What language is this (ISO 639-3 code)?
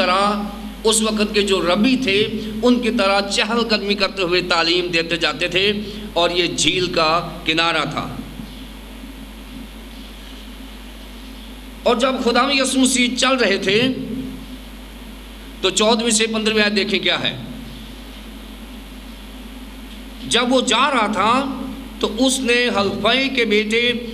urd